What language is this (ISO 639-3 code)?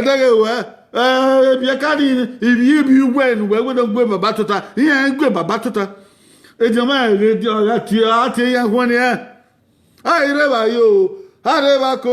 bin